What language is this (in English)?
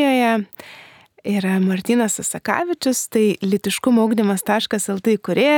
Lithuanian